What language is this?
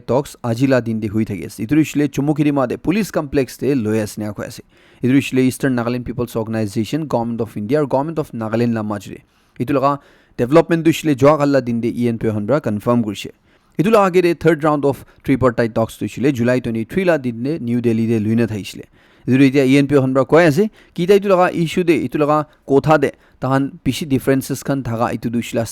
Naga Pidgin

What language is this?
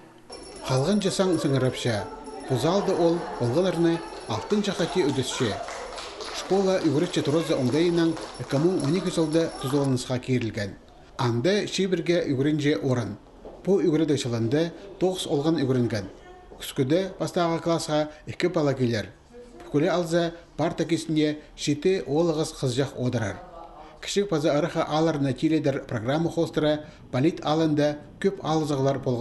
Khakas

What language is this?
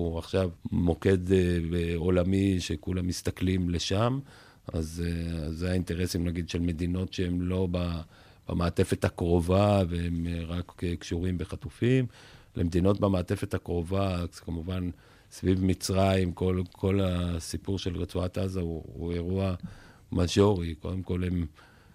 Hebrew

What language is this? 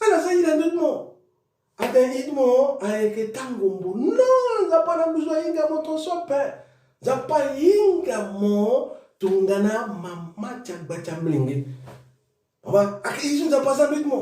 Sango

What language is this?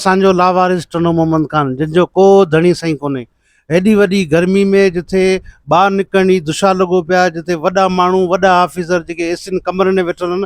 Sindhi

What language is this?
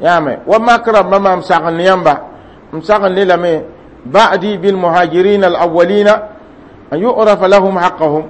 Mossi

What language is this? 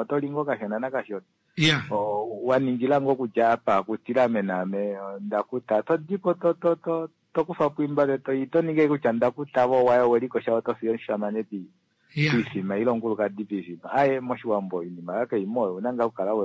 Kuanyama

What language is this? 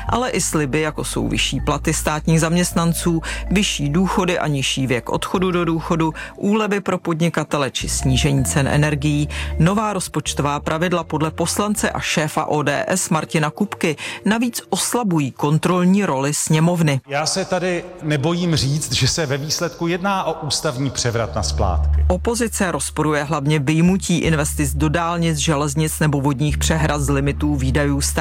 Czech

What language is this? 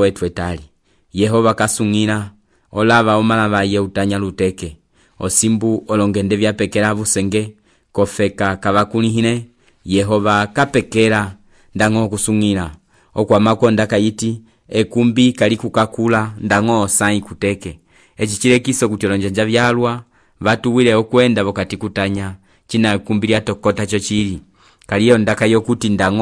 Umbundu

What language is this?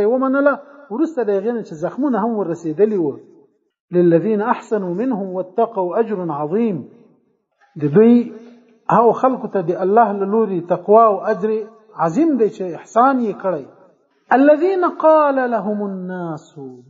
Pashto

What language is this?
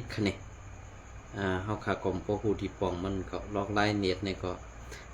Shan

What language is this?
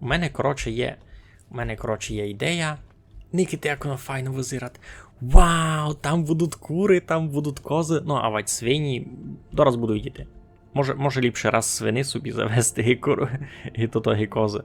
Rusyn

